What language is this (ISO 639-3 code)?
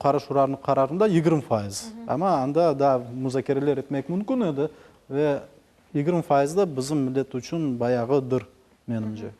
crh